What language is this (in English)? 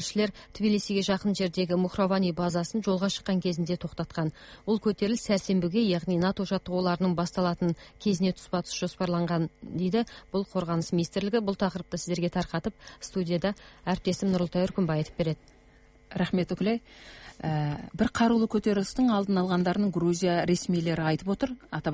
Kazakh